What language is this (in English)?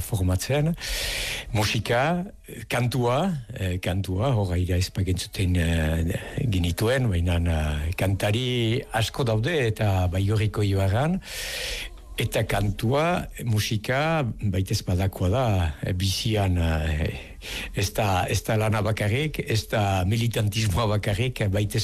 Basque